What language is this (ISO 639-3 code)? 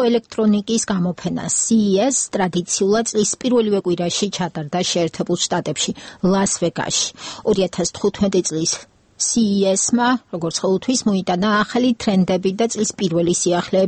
kat